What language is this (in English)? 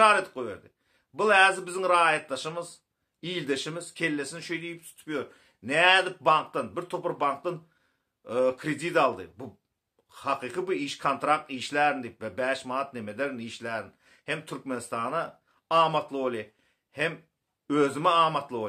Turkmen